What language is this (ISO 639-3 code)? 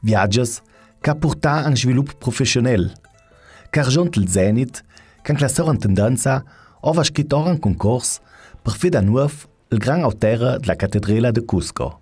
lld